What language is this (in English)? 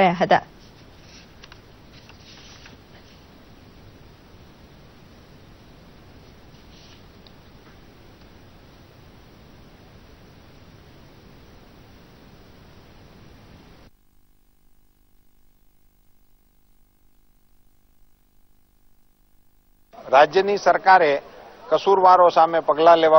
Gujarati